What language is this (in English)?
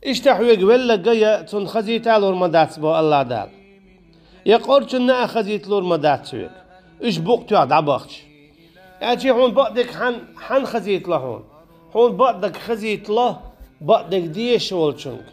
Chechen